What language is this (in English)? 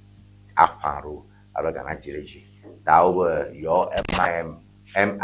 Ewe